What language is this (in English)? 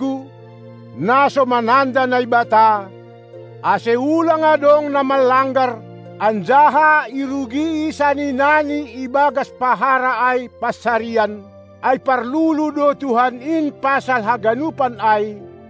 Batak Simalungun